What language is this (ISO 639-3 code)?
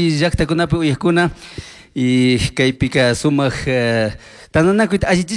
qug